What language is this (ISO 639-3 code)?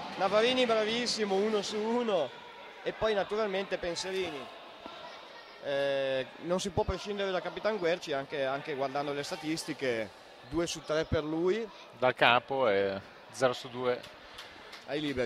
ita